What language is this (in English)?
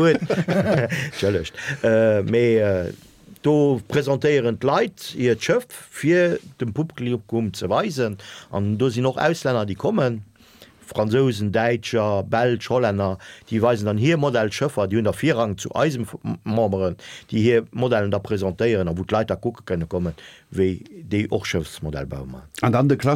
Luxembourgish